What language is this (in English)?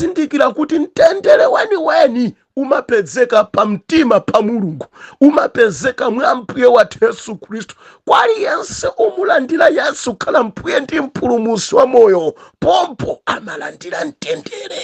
Nyanja